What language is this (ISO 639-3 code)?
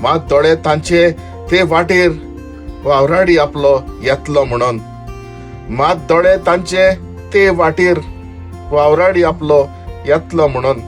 kok